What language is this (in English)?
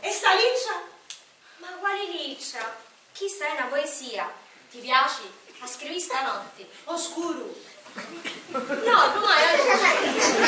Sicilian